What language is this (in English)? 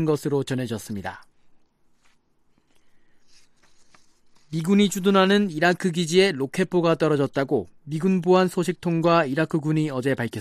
Korean